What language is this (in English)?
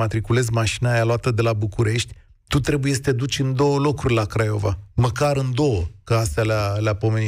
Romanian